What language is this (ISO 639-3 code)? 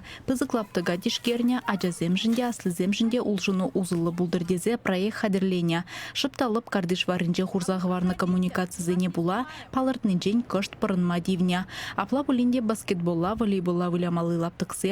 chv